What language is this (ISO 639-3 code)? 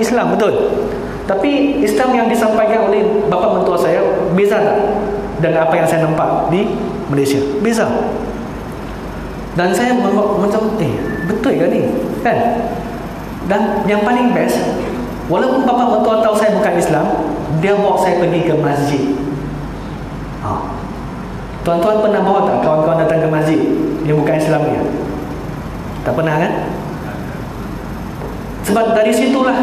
msa